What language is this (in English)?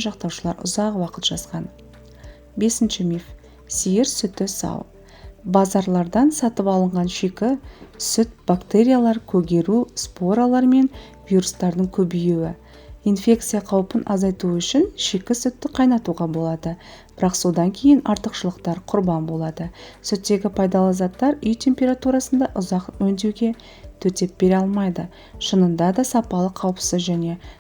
Kazakh